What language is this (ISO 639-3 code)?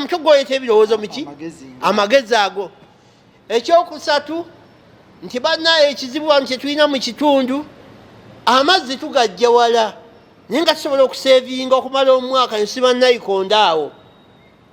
lug